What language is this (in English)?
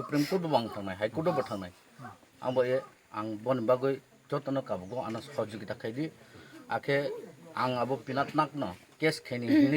Kok Borok